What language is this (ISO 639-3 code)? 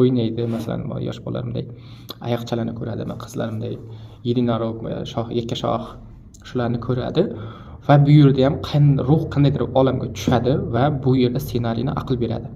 uzb